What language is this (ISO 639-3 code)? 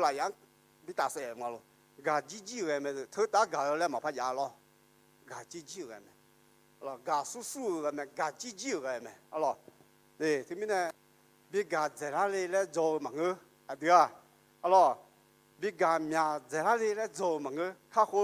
ahk